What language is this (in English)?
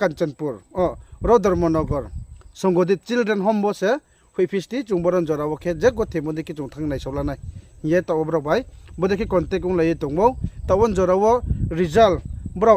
Riang (India)